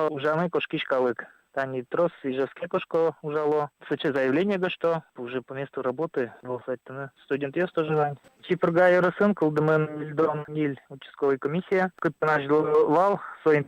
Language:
Udmurt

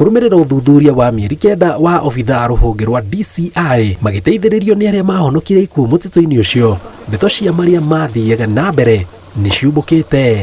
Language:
Kikuyu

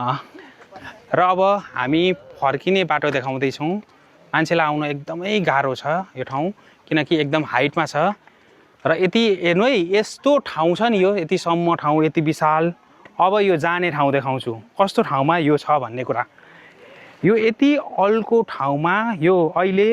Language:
Nepali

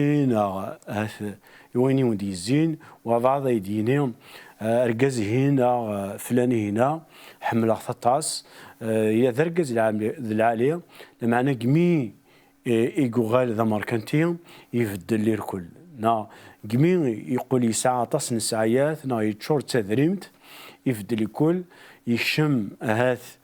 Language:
Kabyle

